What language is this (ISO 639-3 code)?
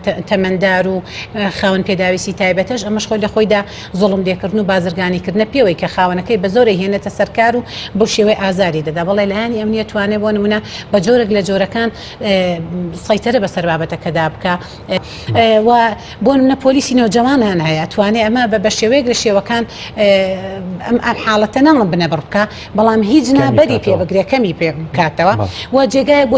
ckb